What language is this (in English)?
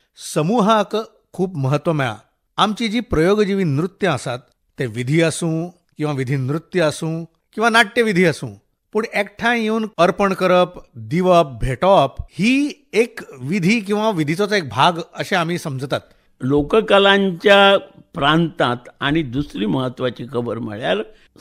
Konkani